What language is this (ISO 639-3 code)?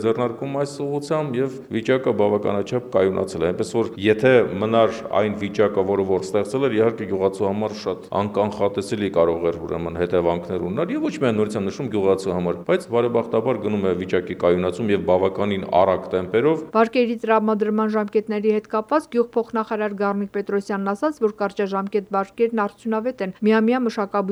hye